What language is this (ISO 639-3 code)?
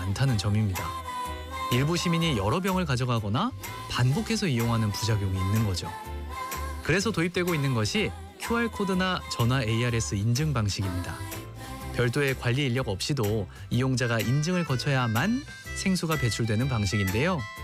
kor